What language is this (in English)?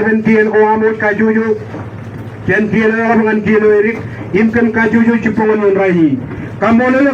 Marshallese